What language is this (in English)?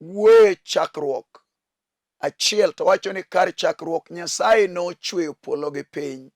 Luo (Kenya and Tanzania)